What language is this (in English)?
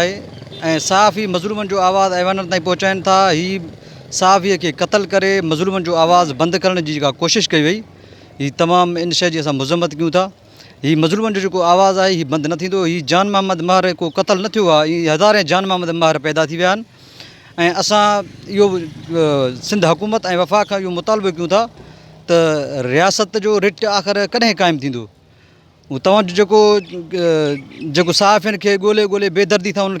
Sindhi